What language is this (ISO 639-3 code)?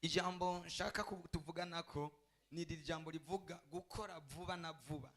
run